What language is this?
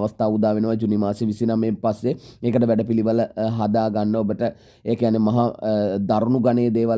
Sinhala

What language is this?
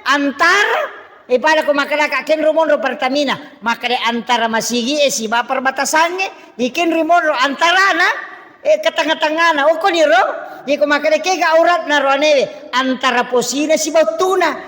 Buginese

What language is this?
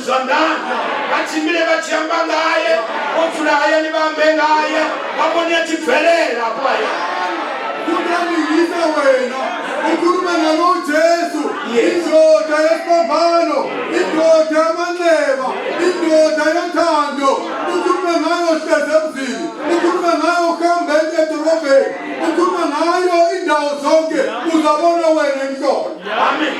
North Ndebele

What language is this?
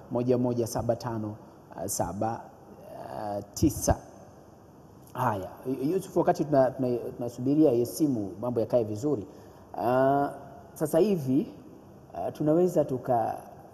Swahili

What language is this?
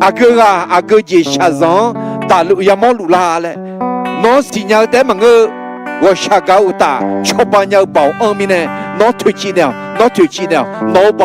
Akha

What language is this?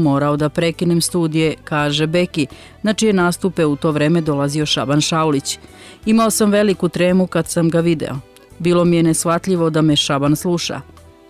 Serbian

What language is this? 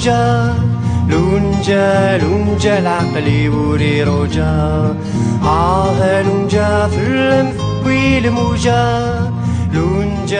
Kabyle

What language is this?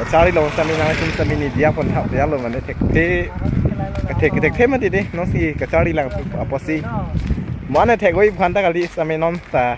Karbi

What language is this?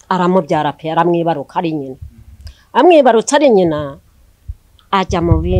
Kinyarwanda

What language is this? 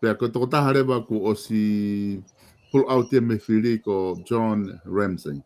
Tongan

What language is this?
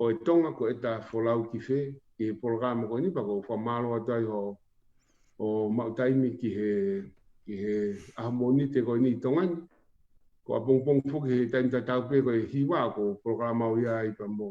Tongan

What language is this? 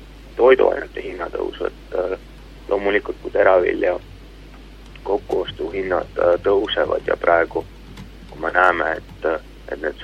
Estonian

